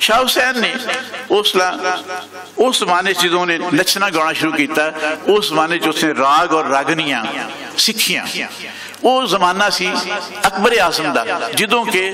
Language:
Western Panjabi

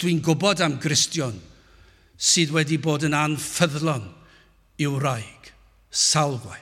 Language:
Welsh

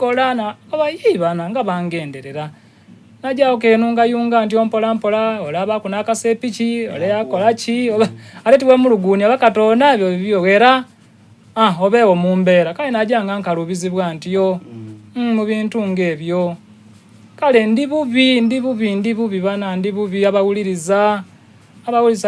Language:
Soga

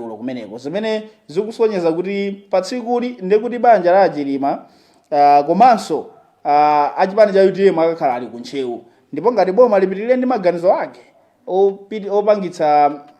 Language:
Nyanja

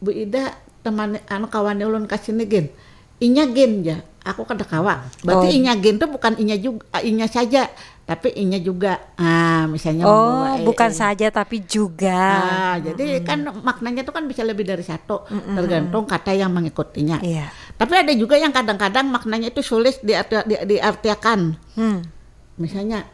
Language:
Banjar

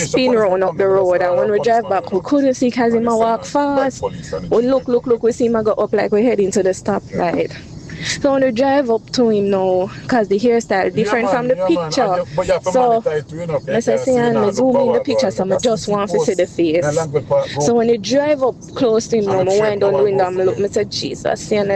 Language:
Jamaican Creole English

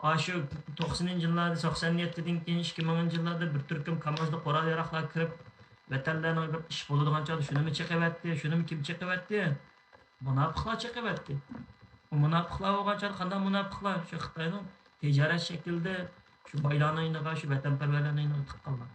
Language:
Uyghur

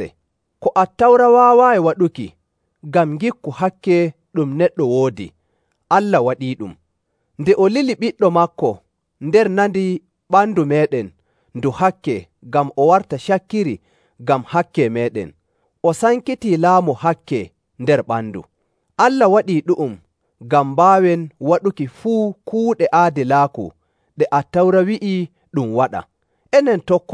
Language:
Nigerian Fulfulde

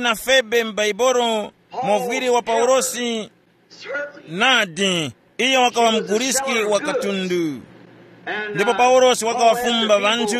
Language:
Tumbuka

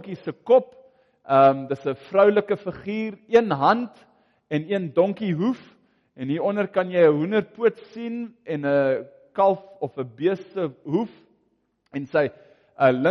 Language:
Afrikaans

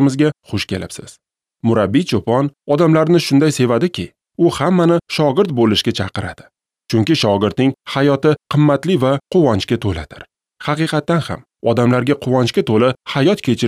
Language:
Uzbek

